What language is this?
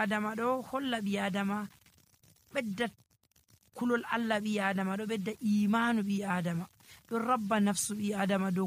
Nigerian Fulfulde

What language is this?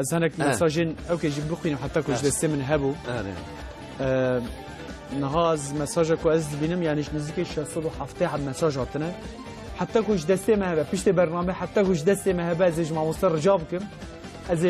Kurdish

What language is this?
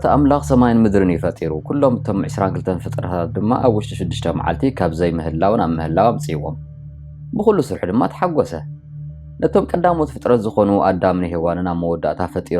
Tigrinya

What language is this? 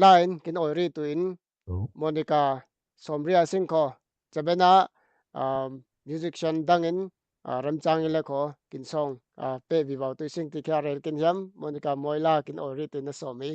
Falam Chin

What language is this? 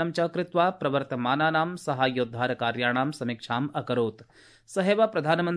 Sanskrit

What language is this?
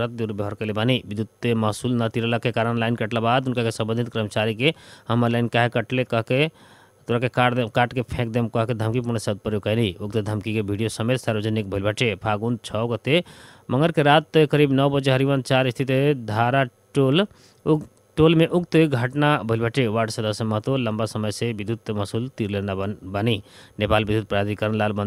Bhojpuri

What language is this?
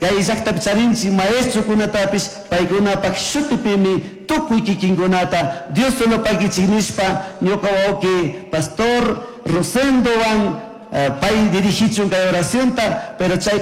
Chimborazo Highland Quichua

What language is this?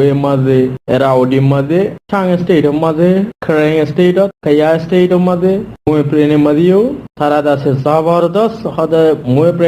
Rohingya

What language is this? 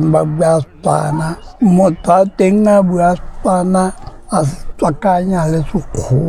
Tswana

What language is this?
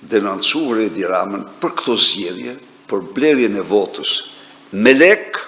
Albanian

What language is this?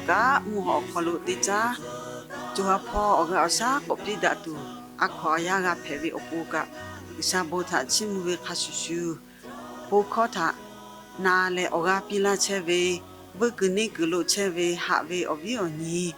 Lahu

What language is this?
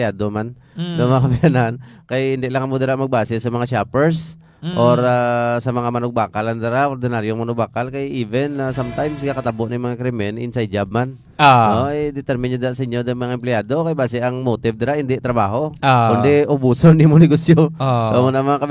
Hiligaynon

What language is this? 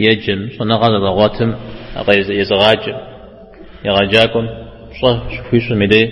Kabardian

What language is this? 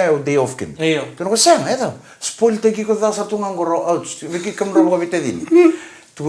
Fijian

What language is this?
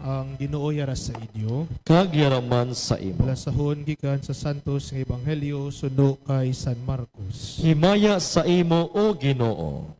Hiligaynon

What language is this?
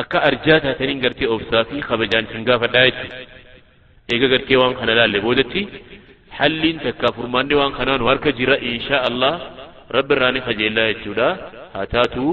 Oromo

